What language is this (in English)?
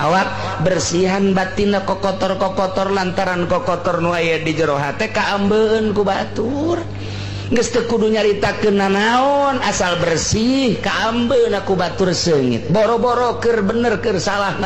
Sundanese